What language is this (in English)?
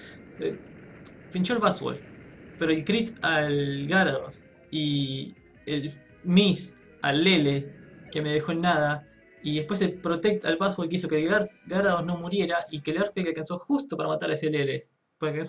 Spanish